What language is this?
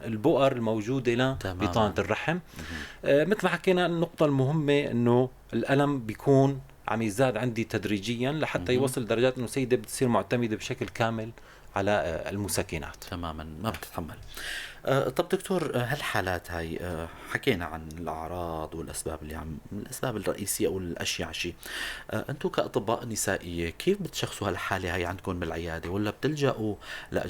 North Levantine Arabic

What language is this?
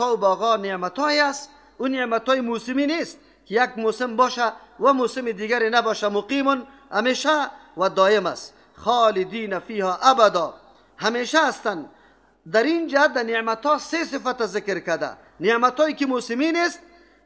Persian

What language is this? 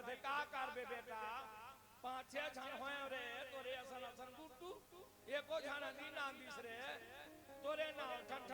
Chhattisgarhi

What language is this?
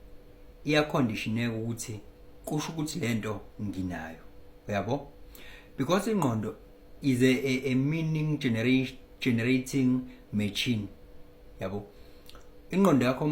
Zulu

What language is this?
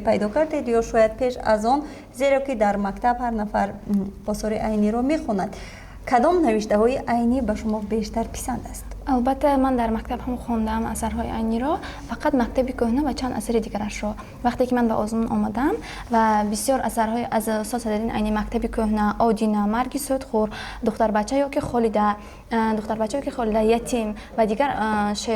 Tajik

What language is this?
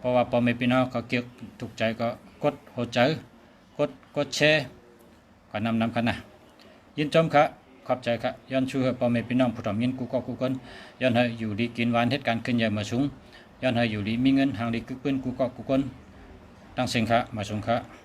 Shan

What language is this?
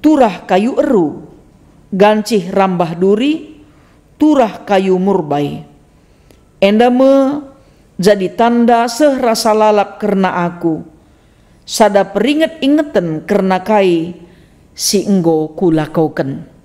Batak Karo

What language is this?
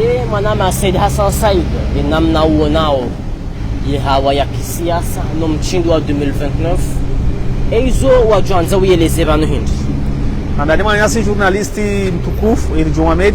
Ngazidja Comorian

